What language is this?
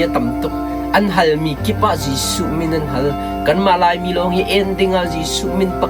Hakha Chin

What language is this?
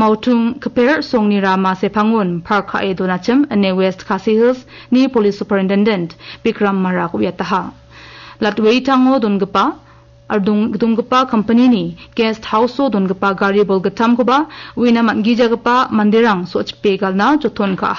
Garo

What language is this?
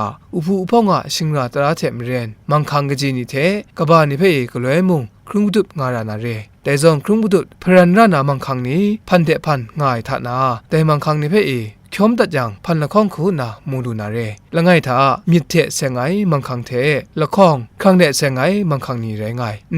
Kachin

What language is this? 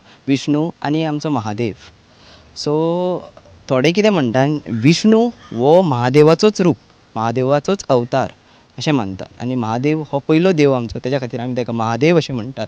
Konkani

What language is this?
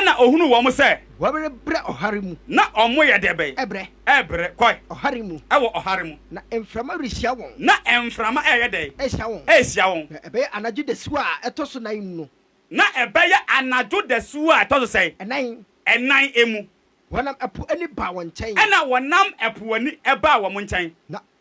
Akan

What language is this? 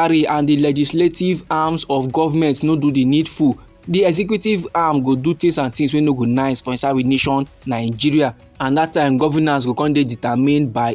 Nigerian Pidgin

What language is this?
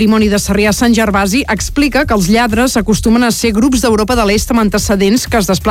Catalan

